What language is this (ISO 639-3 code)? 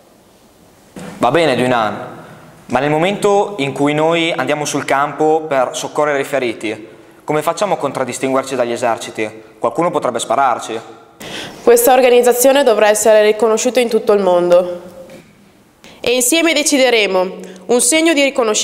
ita